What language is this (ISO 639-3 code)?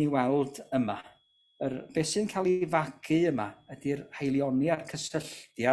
cym